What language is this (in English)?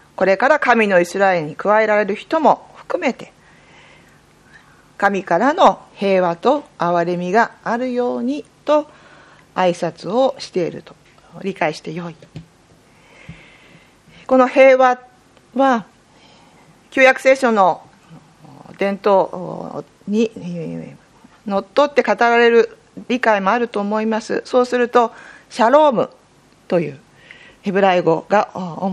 Japanese